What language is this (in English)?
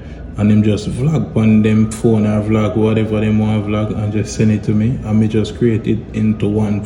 Jamaican Creole English